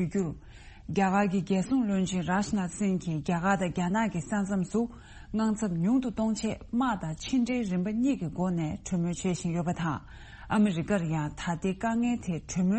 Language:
Tibetan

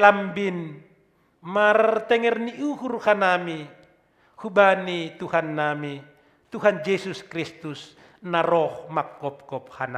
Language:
Batak Simalungun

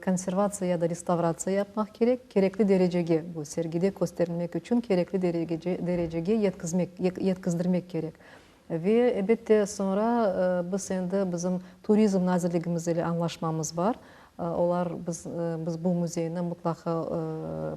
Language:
Crimean Tatar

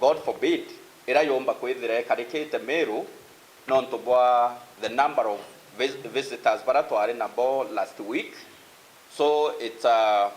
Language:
Meru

